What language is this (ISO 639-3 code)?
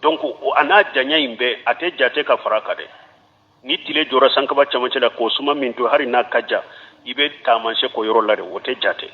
bam